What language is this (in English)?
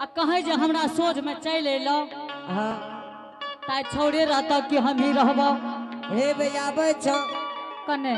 Angika